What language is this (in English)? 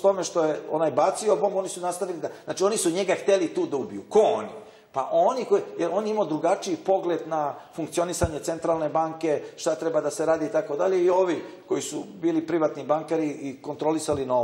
Serbian